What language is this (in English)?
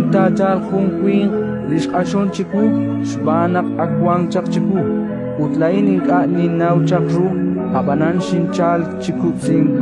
Kekchí